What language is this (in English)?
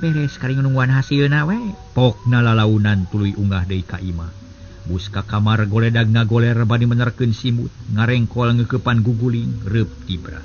Sundanese